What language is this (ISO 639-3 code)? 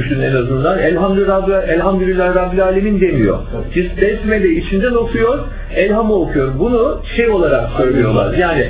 tur